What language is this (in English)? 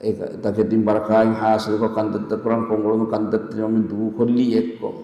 Divehi